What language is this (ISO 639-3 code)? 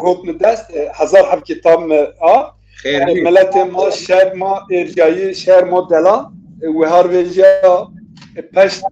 zza